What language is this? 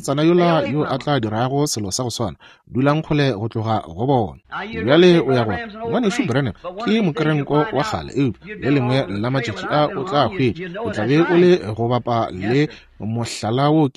Northern Sotho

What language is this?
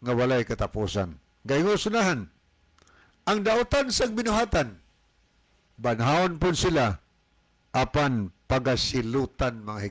Cebuano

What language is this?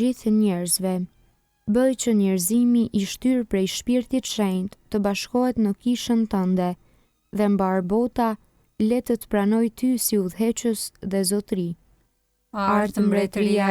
Albanian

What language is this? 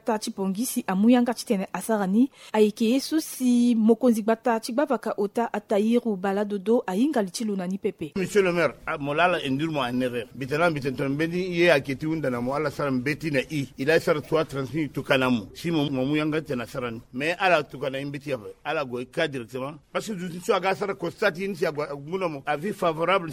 Sango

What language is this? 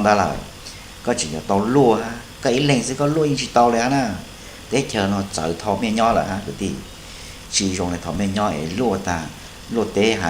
Hmong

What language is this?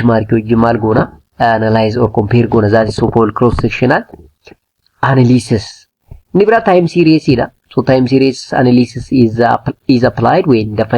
Oromo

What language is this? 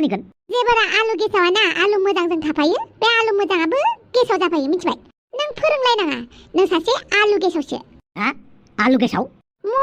Bodo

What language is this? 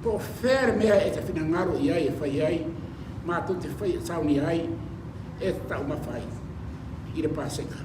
Samoan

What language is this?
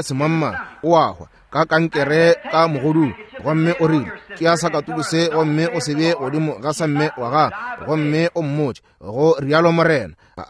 Northern Sotho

